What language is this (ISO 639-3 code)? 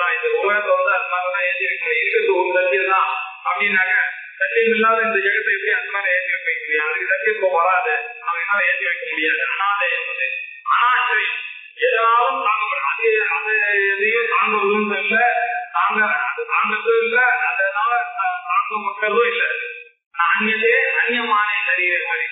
tam